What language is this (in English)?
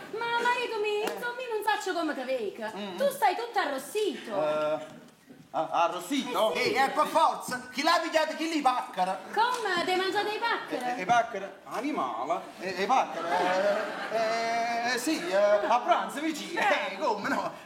Neapolitan